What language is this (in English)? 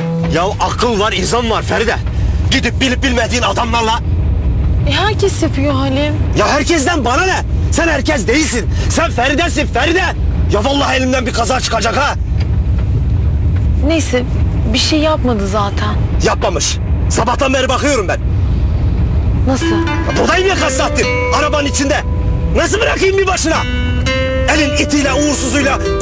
Turkish